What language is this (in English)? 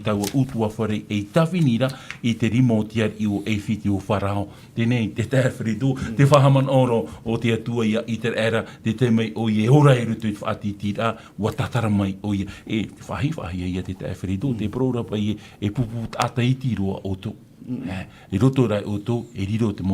Tahitian